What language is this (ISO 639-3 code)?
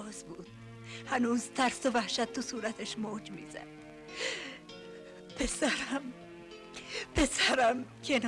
fas